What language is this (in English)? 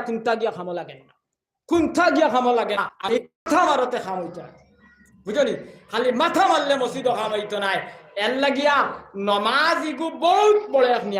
Sylheti